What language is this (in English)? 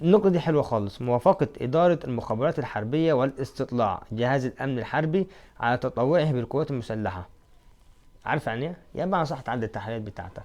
Egyptian Arabic